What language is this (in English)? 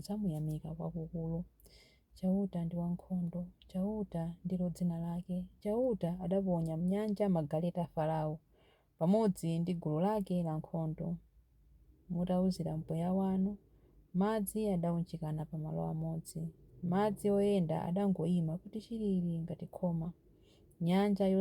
Nyanja